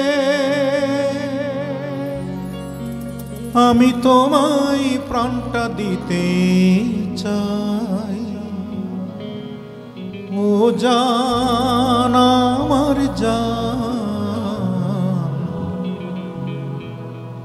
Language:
Bangla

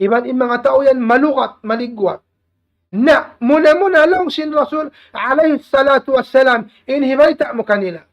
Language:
Tausug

